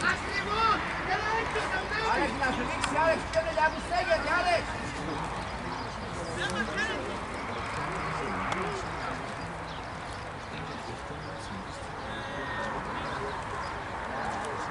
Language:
Greek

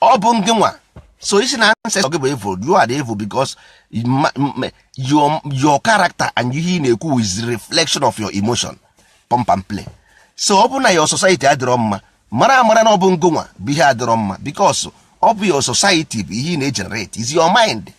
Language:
Igbo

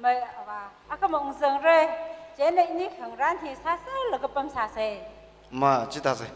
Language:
Tangkhul Naga (India)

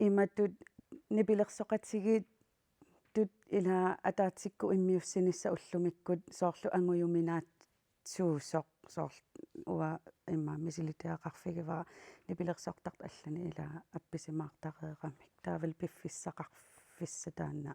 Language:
Kalaallisut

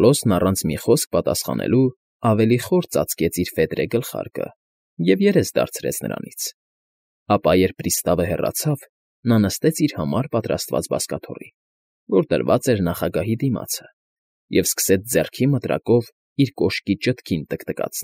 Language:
Armenian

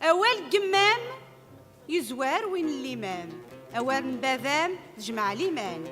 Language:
Kabyle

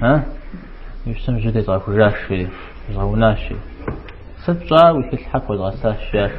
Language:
Kabardian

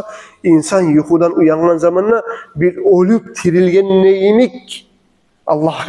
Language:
Kumyk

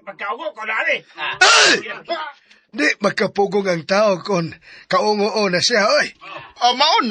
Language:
Cebuano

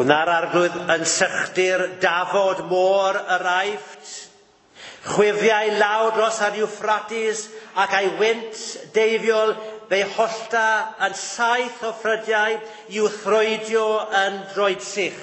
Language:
Welsh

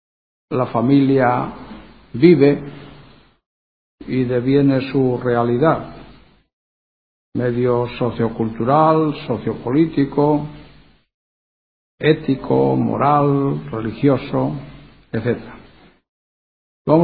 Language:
Spanish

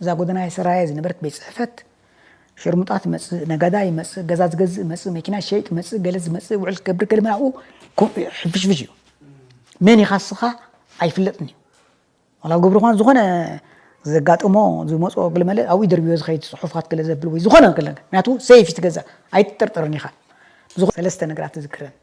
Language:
Tigrinya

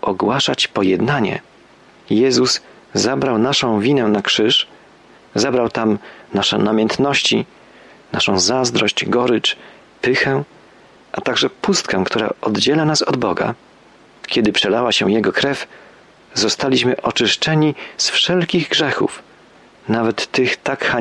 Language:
Polish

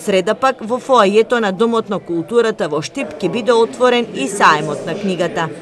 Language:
Macedonian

